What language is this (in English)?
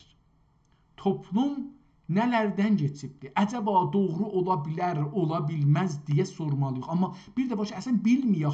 South Azerbaijani